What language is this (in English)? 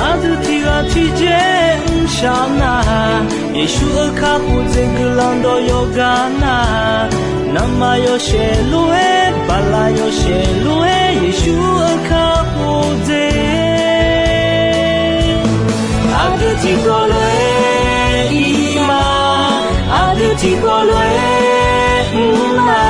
Akha